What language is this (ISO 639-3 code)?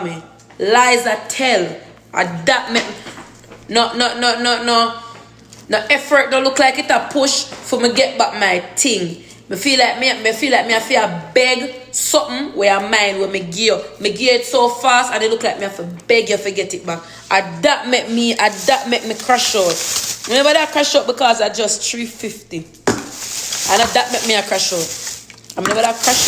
jam